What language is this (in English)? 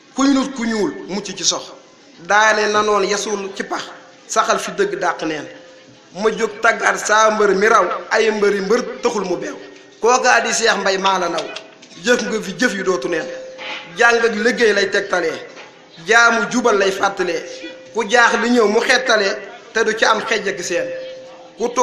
Wolof